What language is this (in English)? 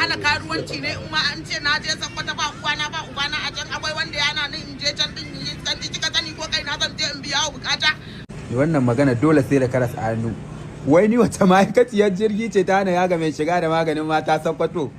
Hausa